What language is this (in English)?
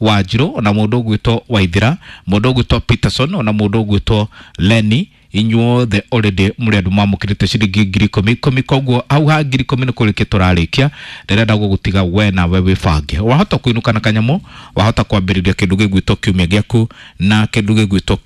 Kikuyu